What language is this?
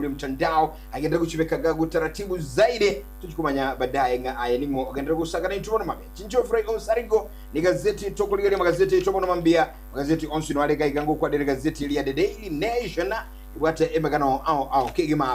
Gusii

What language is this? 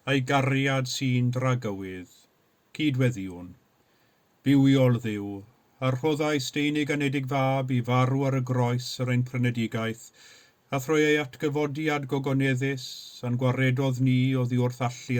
Welsh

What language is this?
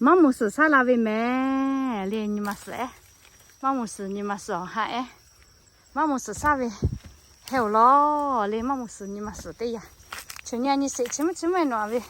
Lahu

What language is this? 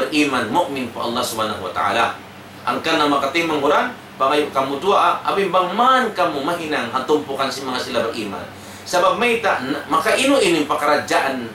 Tausug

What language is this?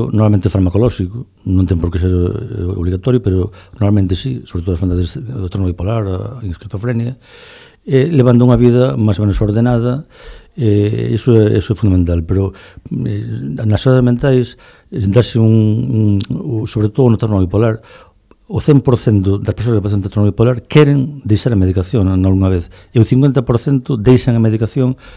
Galician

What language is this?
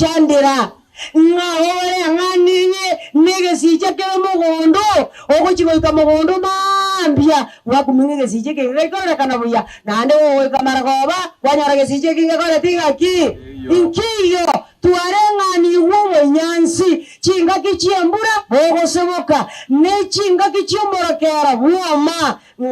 Gusii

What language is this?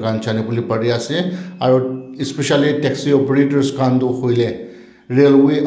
Naga Pidgin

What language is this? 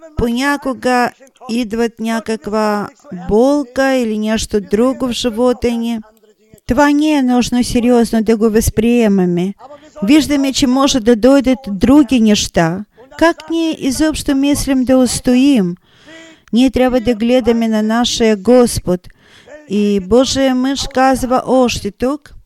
Bulgarian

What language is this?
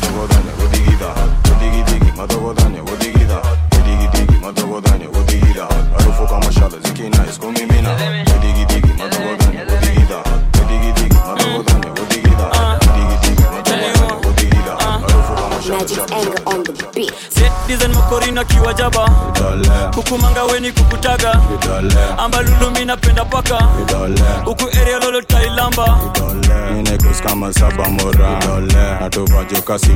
Swahili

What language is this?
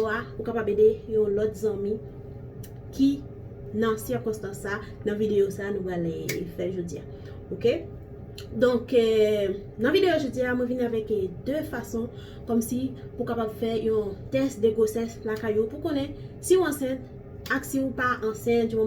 Haitian Creole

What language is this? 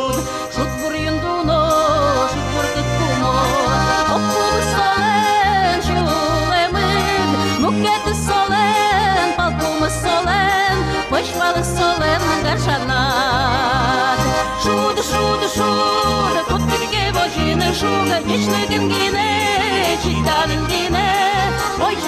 Udmurt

